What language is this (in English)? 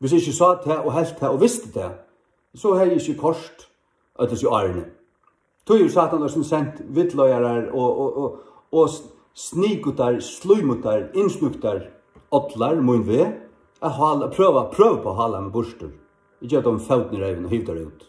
Faroese